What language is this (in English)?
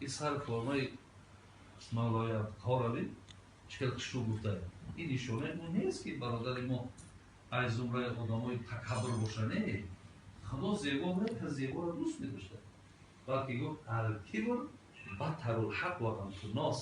Tajik